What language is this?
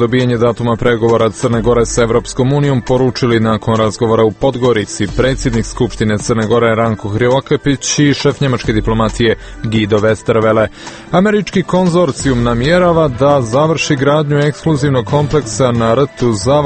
Serbian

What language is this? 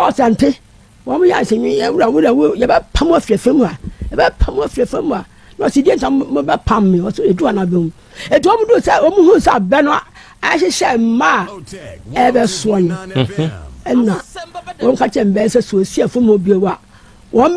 Akan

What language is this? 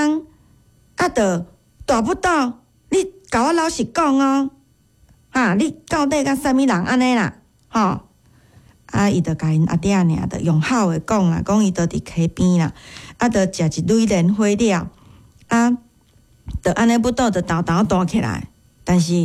Min Nan Chinese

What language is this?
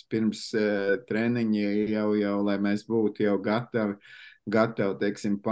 Latvian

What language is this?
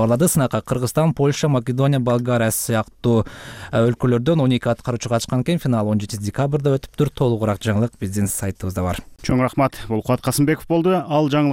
Kyrgyz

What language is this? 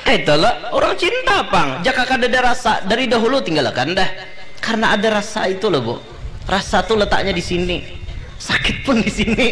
Banjar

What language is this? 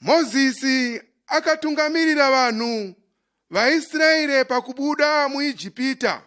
Shona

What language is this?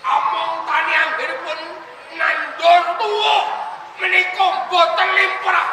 Javanese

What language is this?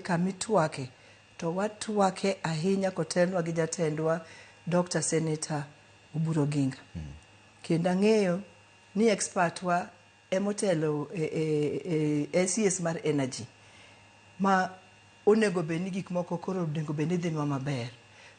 Luo (Kenya and Tanzania)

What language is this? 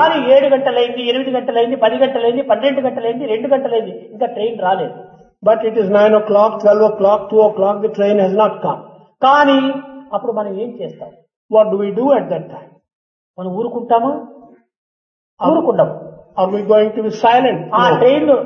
Telugu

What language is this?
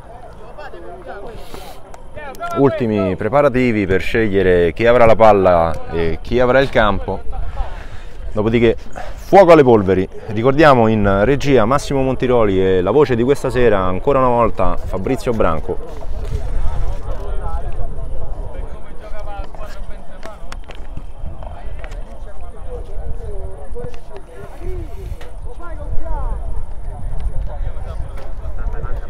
Italian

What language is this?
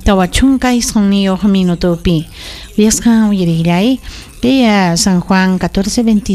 Ayacucho Quechua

